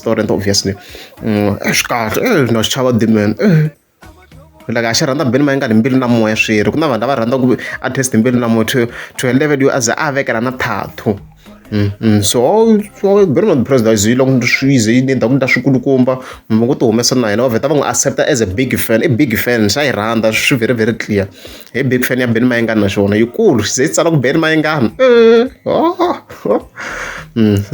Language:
Tsonga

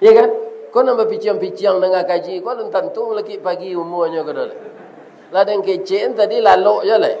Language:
Minangkabau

